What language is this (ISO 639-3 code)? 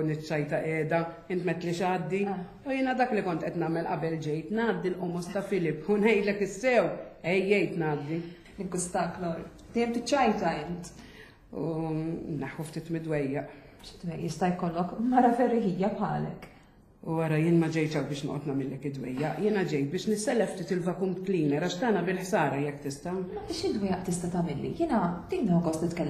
mlt